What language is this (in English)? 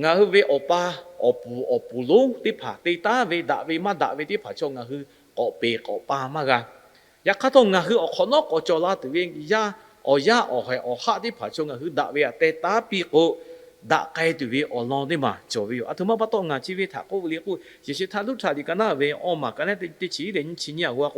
Lahu